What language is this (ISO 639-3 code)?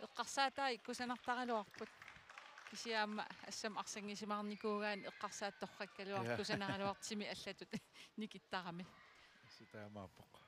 kal